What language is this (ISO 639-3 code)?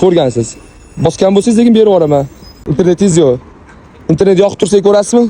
uzb